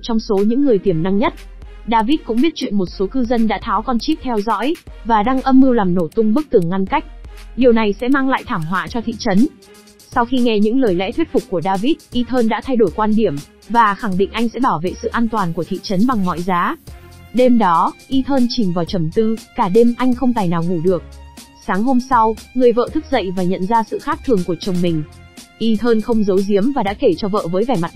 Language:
Vietnamese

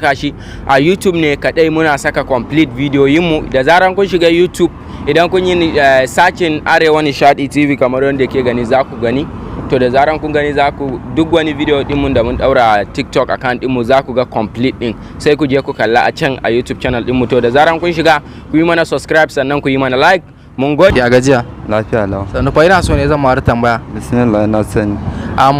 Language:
Hausa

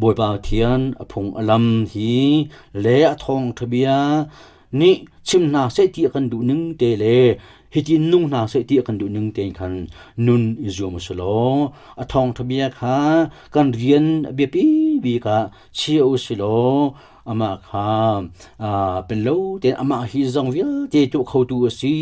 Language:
Hakha Chin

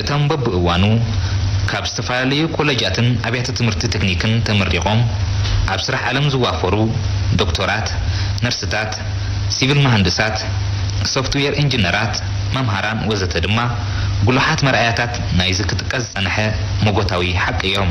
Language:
Tigrinya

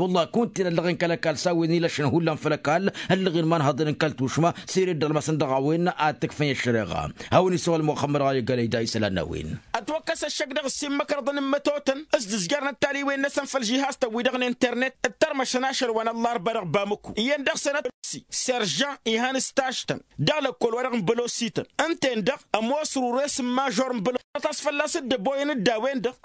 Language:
Tamasheq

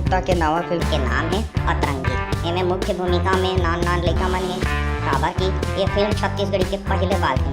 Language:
Chhattisgarhi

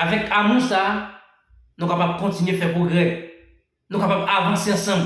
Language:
Haitian Creole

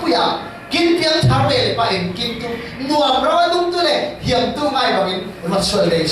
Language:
Falam Chin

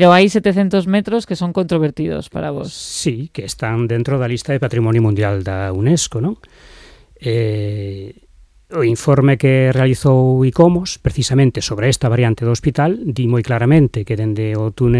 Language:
Galician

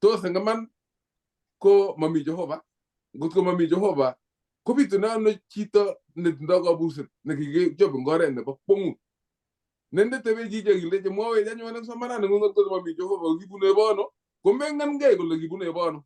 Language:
Kalenjin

